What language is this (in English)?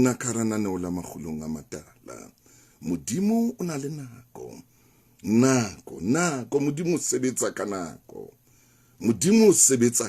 Southern Sotho